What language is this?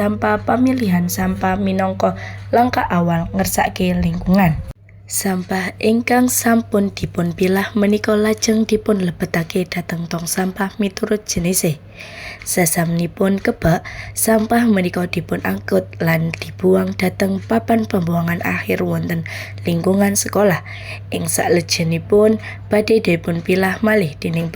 Javanese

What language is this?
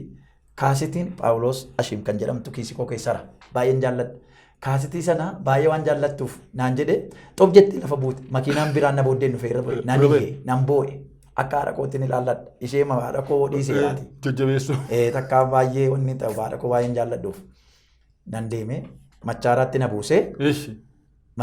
Oromo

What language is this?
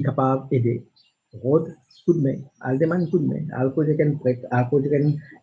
Morisyen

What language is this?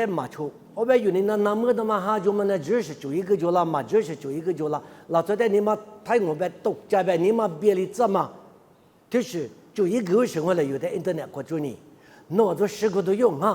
Lisu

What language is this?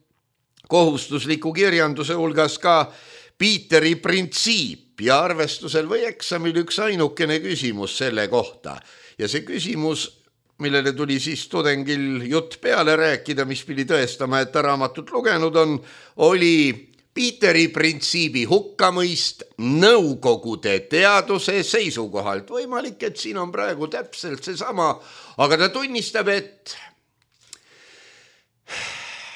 Estonian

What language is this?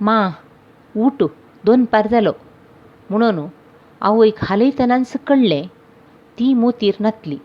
Konkani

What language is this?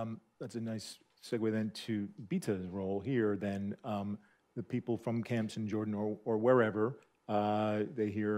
English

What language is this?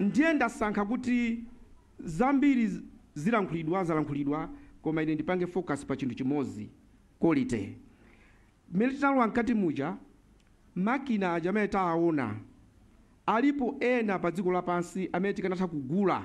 Nyanja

